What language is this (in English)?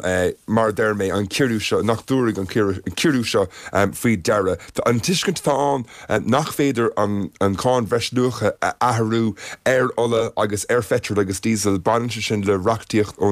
Irish